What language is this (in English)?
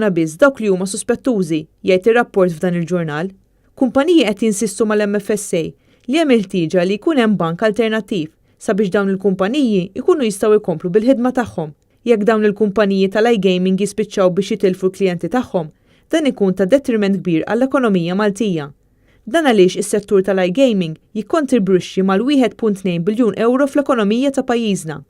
Maltese